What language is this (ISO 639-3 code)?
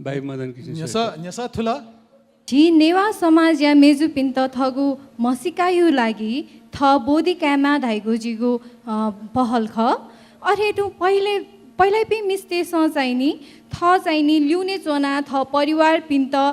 new